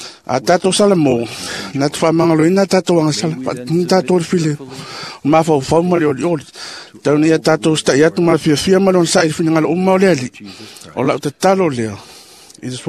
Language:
Samoan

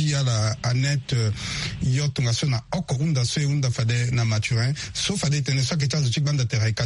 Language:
Sango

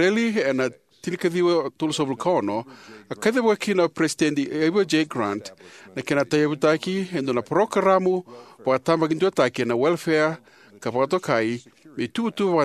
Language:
Fijian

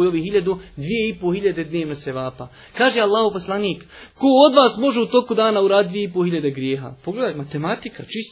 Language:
Bosnian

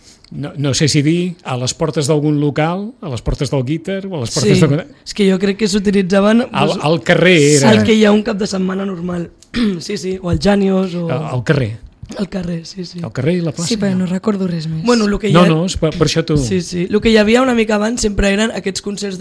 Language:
Catalan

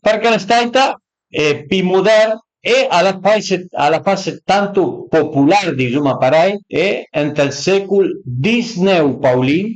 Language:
Piedmontese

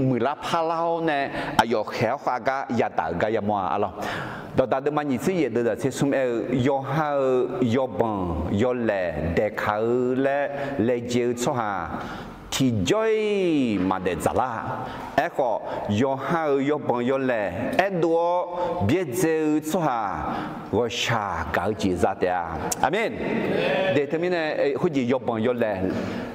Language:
Akha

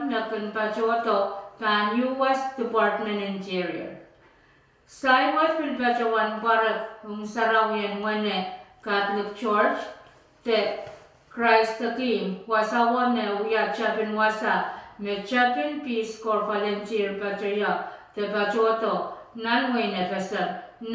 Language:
Pohnpeian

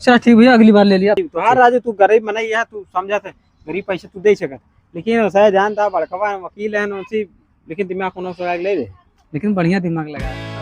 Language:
Awadhi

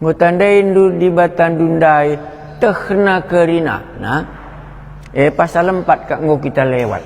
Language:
Batak Karo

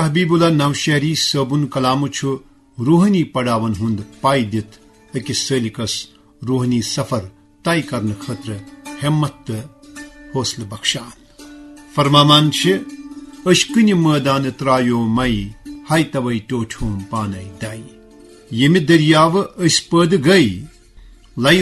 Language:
Kashmiri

